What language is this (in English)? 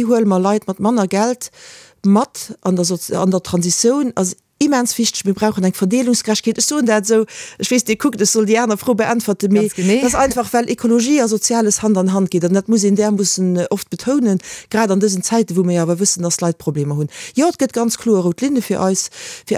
Luxembourgish